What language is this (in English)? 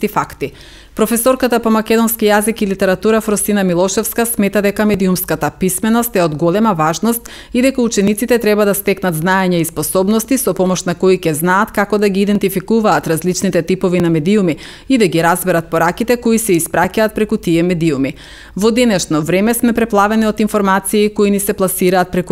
Macedonian